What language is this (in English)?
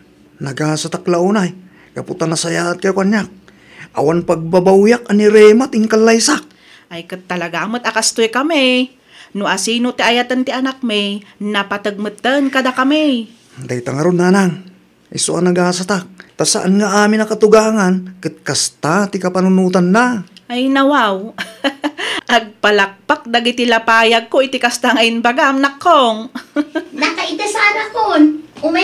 Iloko